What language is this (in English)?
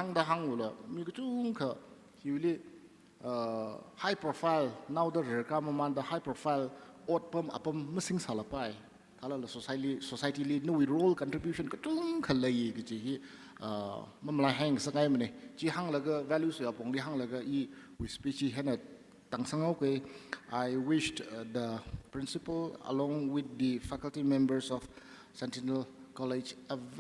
Tangkhul Naga (India)